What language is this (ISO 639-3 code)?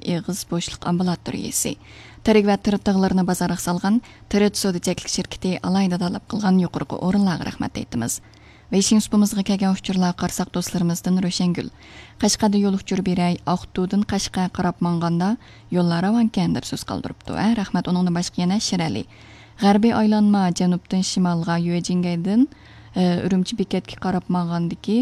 uig